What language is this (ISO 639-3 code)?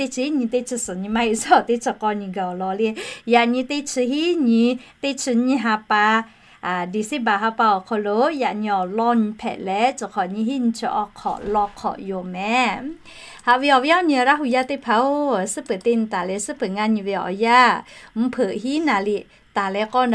lhu